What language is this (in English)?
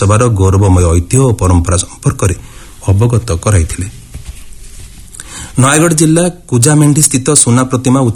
Odia